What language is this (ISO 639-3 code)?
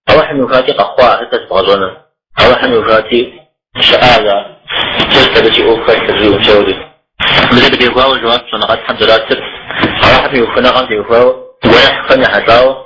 kbd